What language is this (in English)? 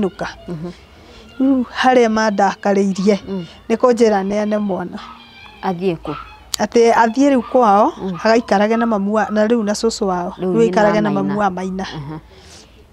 Kikuyu